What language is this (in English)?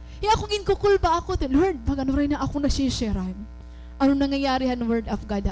Waray